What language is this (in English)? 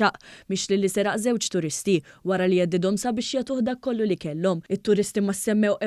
Maltese